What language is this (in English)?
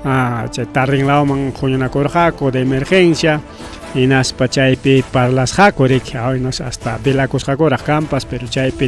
Ayacucho Quechua